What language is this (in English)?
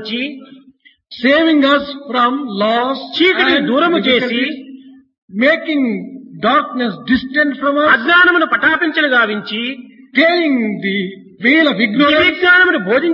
Telugu